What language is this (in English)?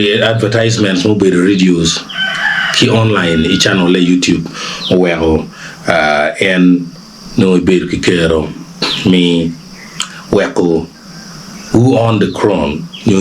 Acoli